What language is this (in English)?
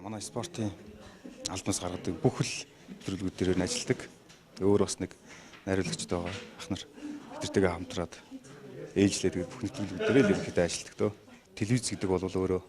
Mongolian